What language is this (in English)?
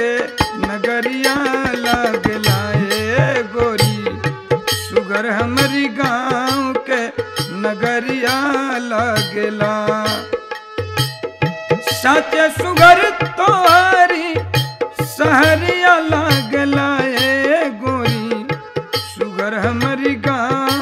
Bhojpuri